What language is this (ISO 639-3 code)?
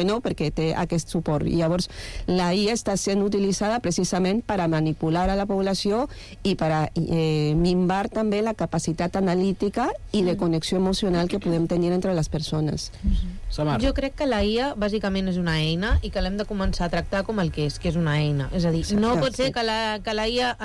cat